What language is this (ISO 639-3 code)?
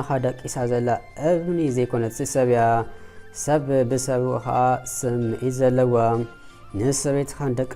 tir